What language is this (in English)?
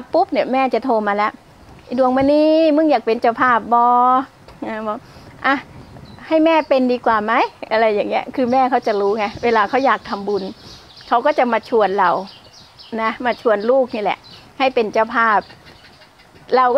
Thai